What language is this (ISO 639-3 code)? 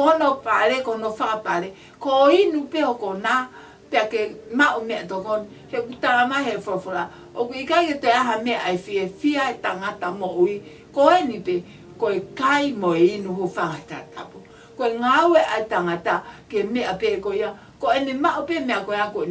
ton